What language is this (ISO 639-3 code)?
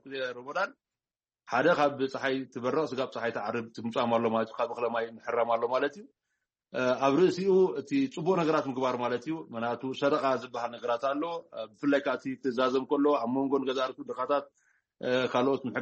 tir